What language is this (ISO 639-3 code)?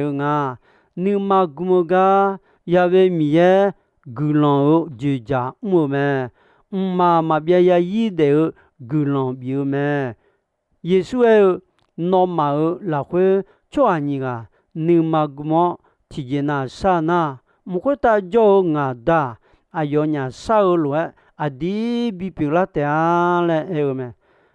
ahk